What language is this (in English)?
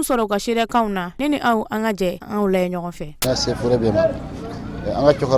Bambara